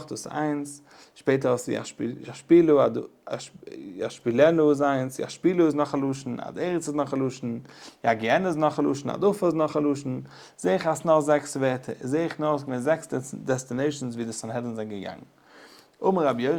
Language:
Yiddish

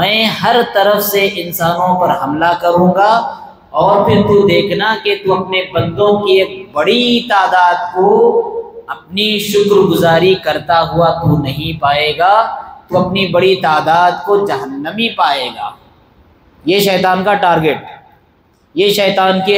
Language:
Urdu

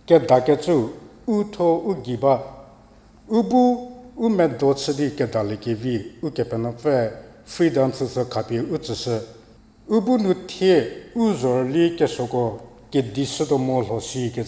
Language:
Angami Naga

